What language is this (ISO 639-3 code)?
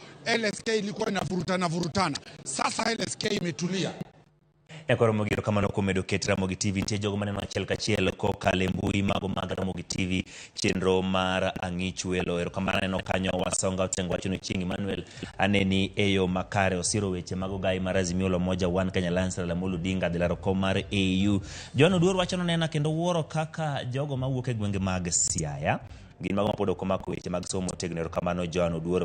luo